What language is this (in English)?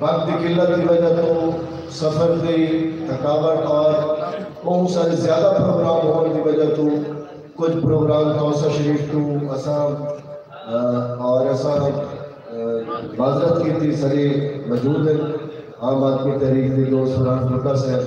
Saraiki